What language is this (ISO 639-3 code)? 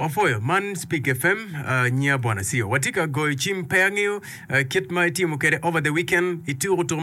ach